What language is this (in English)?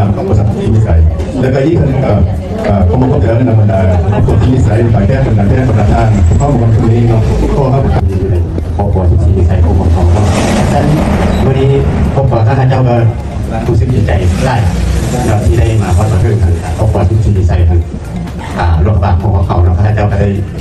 Lao